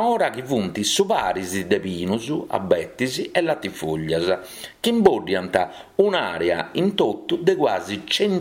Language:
Sardinian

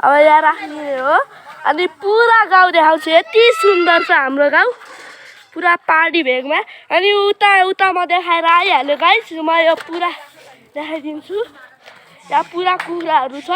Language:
Nepali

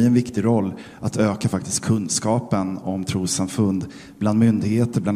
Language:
Swedish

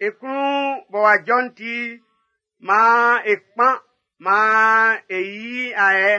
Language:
Baoulé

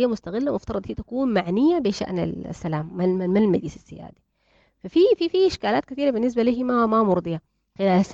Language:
Sudanese Arabic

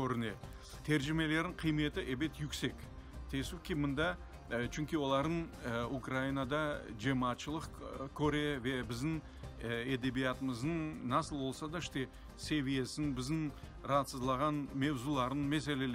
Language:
Crimean Tatar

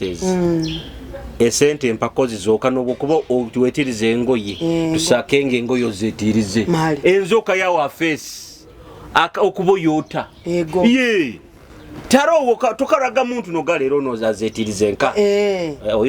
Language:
Nyoro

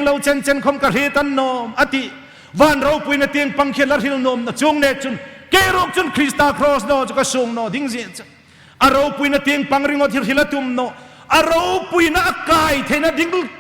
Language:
Hmar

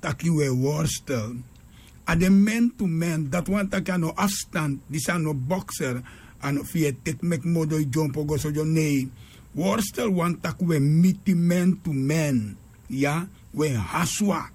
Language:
Sranan Tongo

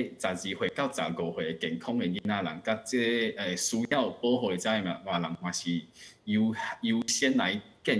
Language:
Min Nan Chinese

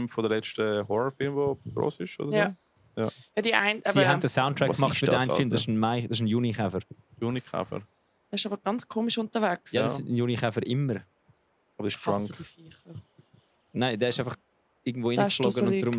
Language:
Swiss German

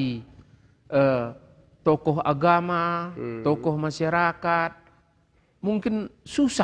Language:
Batak Karo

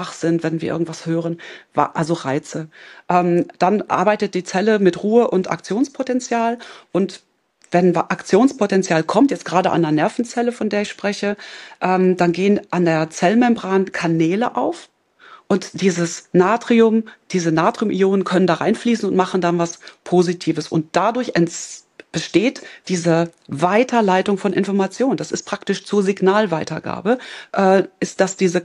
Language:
German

